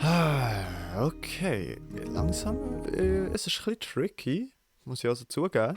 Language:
Swiss German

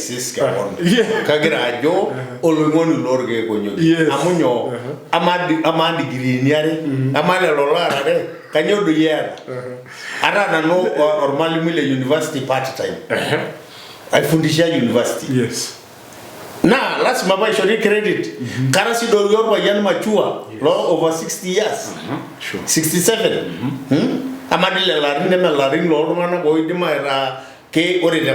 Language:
Masai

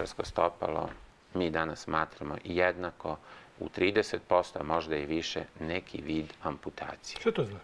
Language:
Serbian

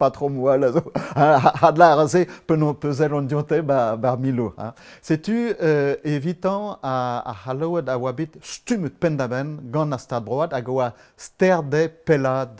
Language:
Breton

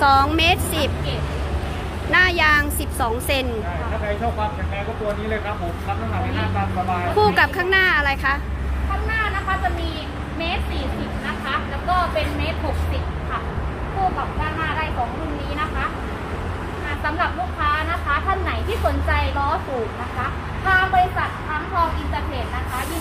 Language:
Thai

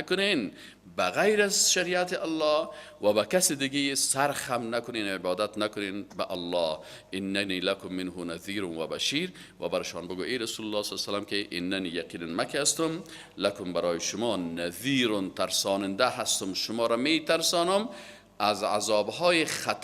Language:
Persian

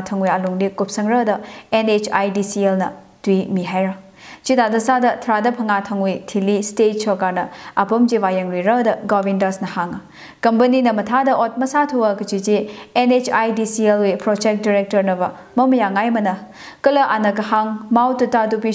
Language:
Tangkhul Naga (India)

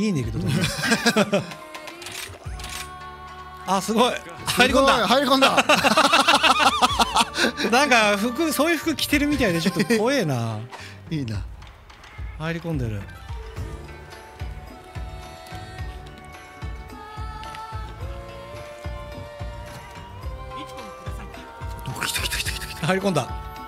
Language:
Japanese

